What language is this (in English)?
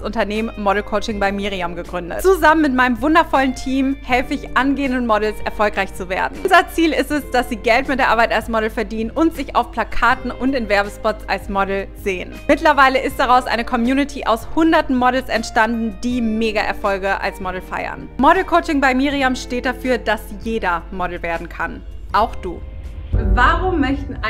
German